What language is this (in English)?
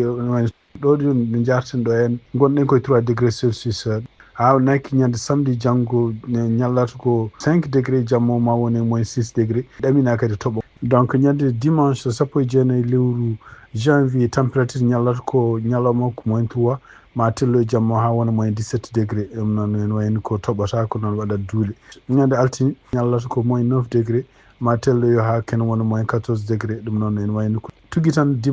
Fula